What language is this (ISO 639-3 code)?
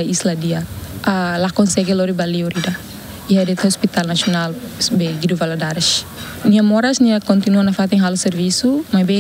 tet